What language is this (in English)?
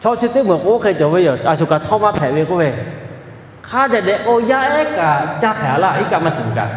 Lahu